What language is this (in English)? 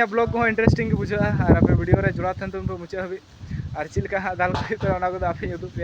Santali